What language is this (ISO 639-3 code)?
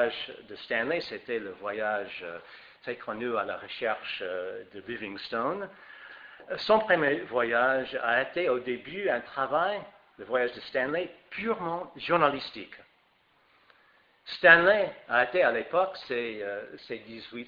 fra